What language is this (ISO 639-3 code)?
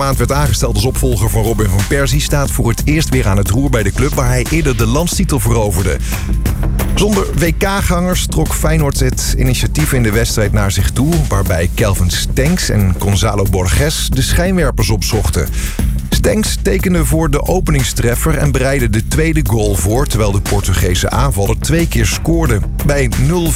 nld